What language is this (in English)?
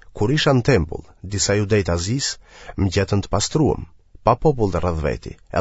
Albanian